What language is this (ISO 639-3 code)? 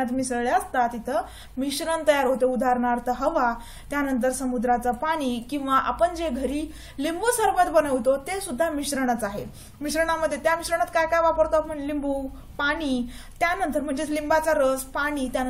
mar